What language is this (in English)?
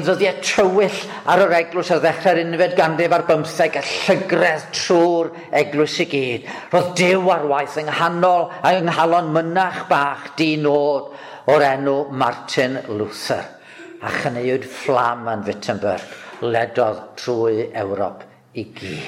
Welsh